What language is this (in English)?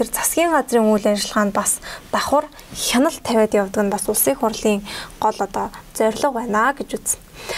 Mongolian